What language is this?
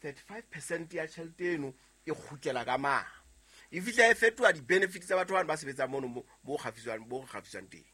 Southern Sotho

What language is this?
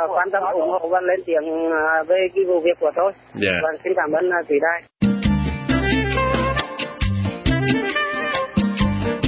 Vietnamese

